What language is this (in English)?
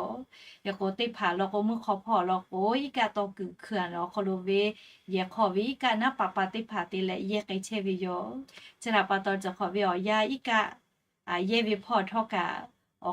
Lahu